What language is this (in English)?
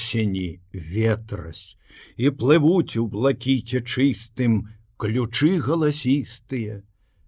Belarusian